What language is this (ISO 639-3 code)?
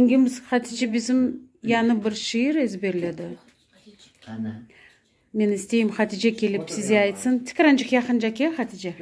crh